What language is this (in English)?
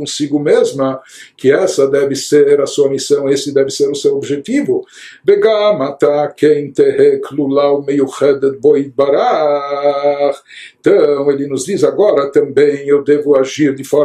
Portuguese